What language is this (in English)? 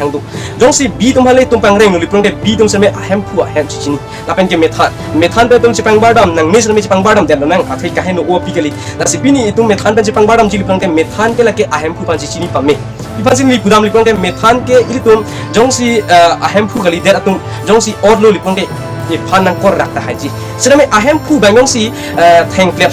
Karbi